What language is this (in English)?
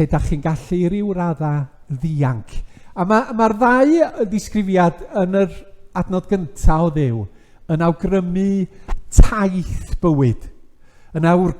Welsh